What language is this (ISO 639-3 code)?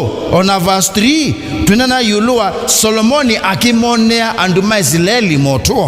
kam